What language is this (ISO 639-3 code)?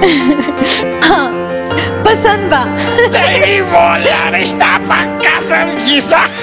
bho